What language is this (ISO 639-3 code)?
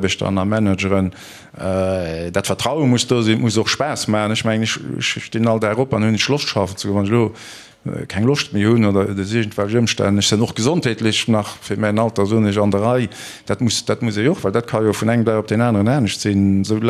ltz